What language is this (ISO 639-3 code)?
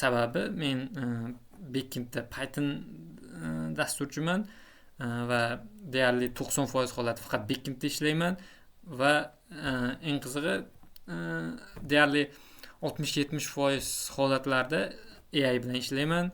uzb